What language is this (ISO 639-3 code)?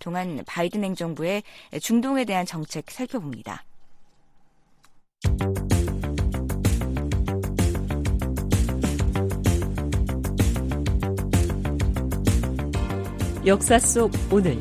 kor